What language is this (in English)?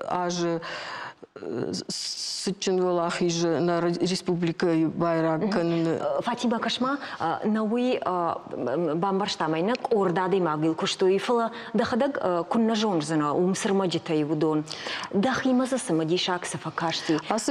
Ossetic